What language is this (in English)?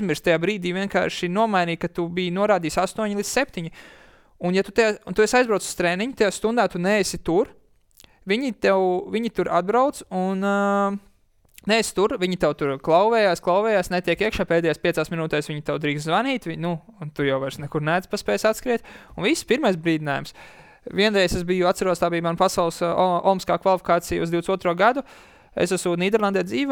Latvian